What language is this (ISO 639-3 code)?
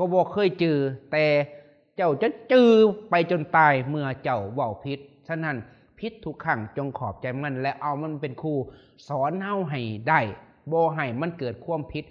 lao